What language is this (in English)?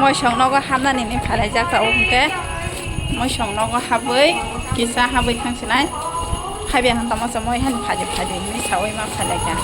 Kok Borok